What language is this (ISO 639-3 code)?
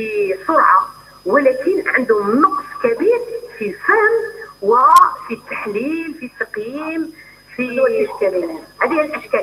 arq